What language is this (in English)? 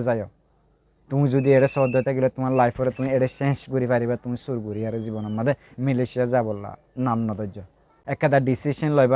Rohingya